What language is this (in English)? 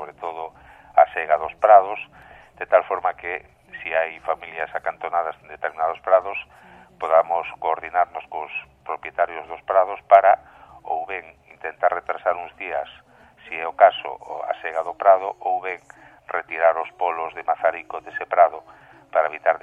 Galician